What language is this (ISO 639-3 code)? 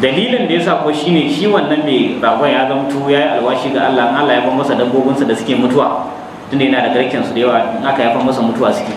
hau